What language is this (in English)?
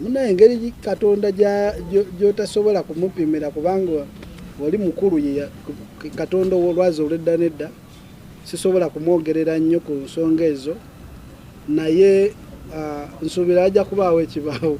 Ganda